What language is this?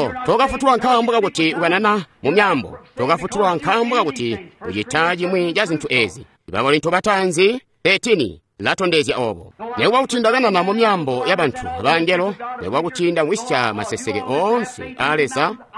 Tonga (Zambia)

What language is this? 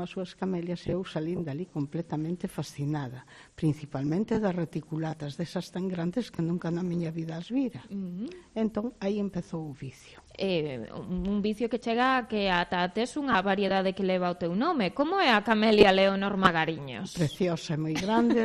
Galician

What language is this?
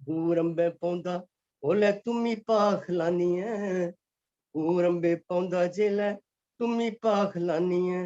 Dogri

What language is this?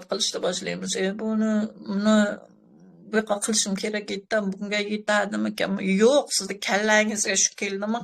Uzbek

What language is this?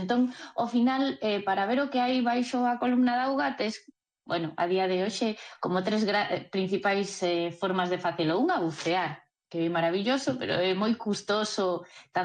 Galician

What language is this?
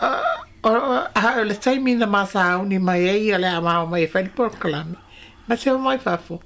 Samoan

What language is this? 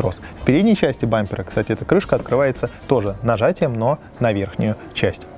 Russian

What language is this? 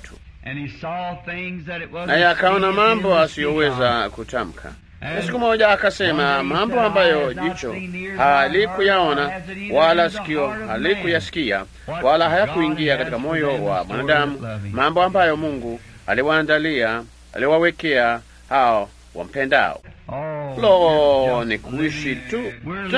Swahili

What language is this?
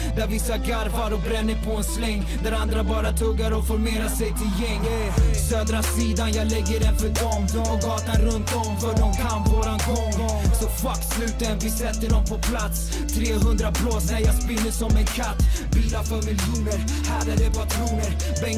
Swedish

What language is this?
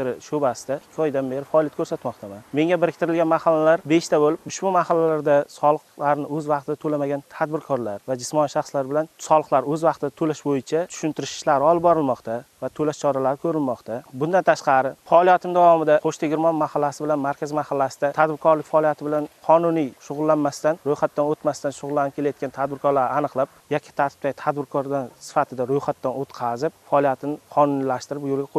Uzbek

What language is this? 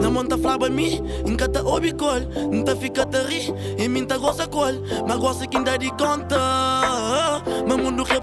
Kabuverdianu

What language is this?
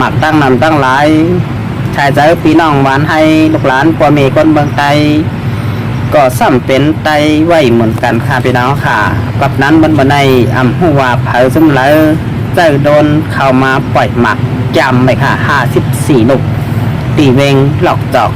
Shan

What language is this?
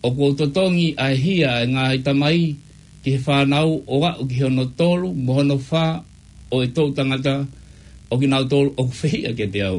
Tongan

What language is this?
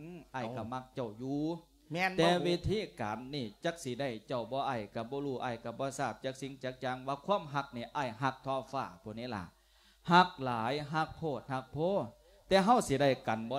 Lao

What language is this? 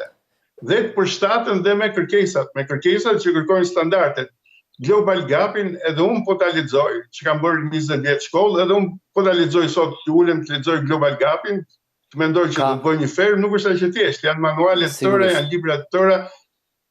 Albanian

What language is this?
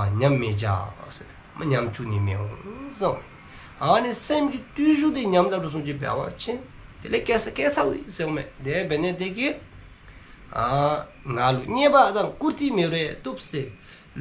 Dzongkha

